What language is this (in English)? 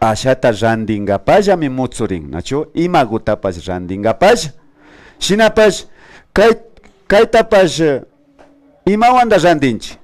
Imbabura Highland Quichua